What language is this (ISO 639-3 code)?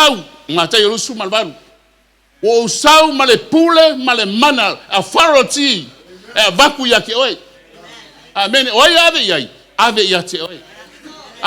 smo